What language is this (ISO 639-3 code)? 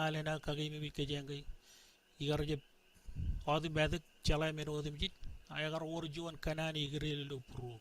mah